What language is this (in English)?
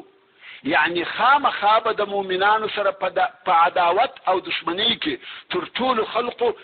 Pashto